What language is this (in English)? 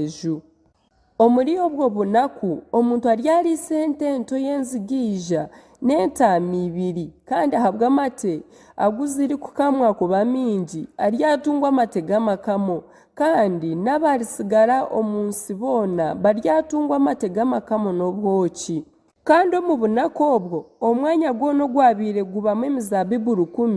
Nyankole